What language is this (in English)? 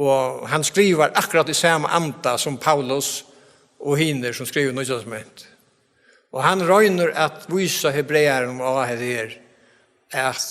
Faroese